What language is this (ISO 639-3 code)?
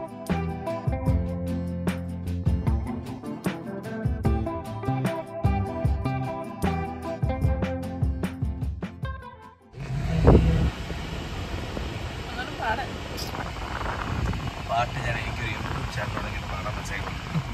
mal